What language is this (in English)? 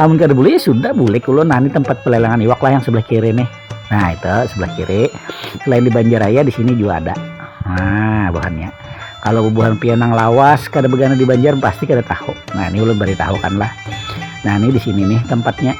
Banjar